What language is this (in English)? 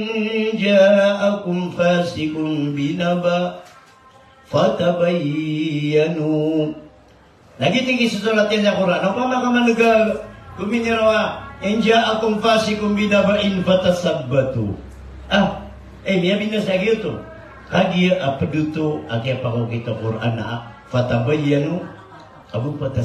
Maranao